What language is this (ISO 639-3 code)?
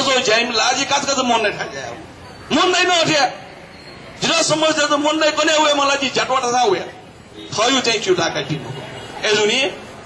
new